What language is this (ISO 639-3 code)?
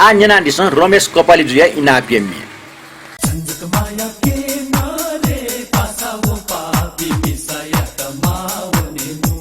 new